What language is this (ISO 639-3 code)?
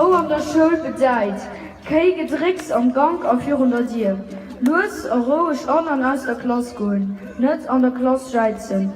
ltz